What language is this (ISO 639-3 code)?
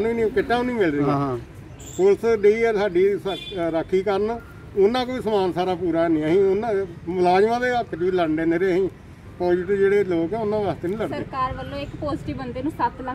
pan